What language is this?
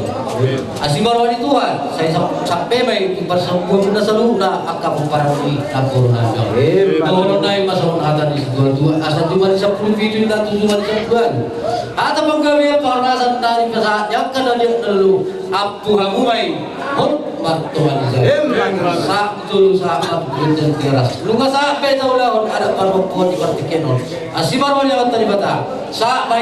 Batak Toba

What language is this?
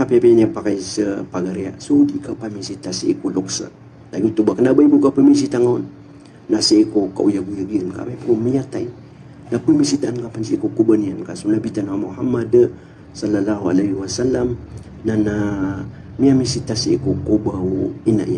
Maranao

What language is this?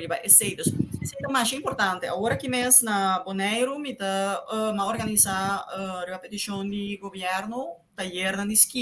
Papiamento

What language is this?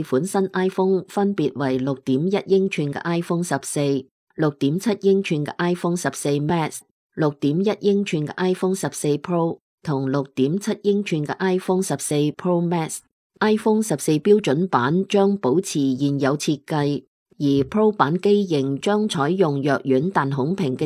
Cantonese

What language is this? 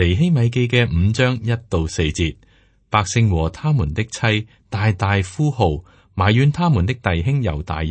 Cantonese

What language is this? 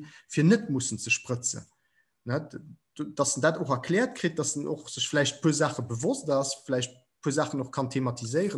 Luxembourgish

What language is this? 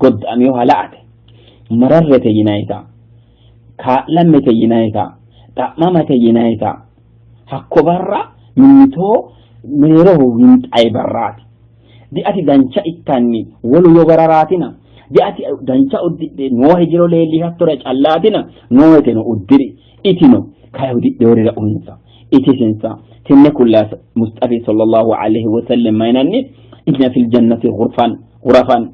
Sidamo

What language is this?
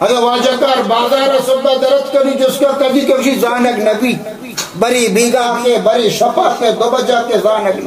Baluchi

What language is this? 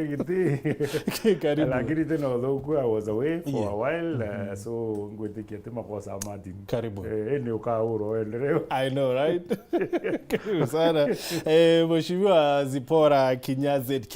Meru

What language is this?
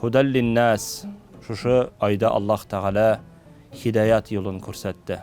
Tatar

